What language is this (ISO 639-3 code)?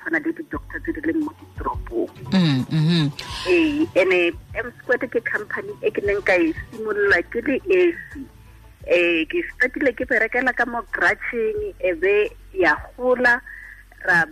tsn